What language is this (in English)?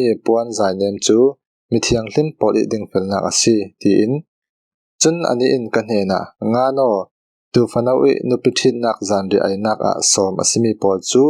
Falam Chin